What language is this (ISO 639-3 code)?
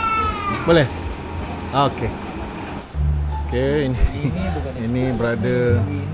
msa